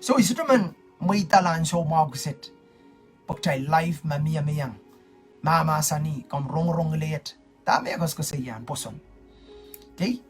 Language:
Pohnpeian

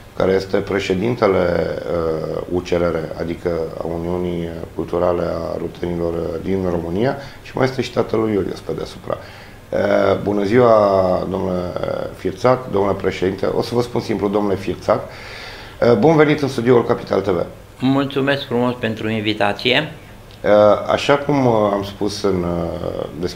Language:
Romanian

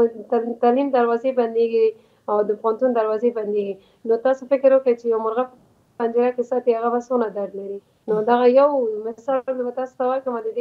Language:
Pashto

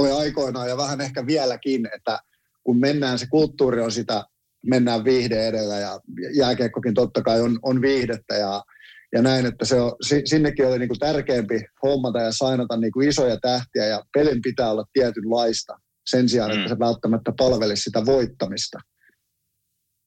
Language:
Finnish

